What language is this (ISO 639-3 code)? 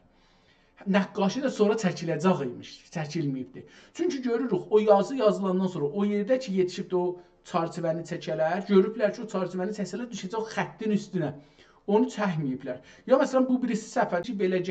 azb